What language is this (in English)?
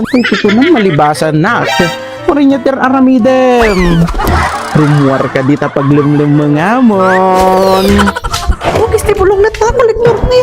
Iloko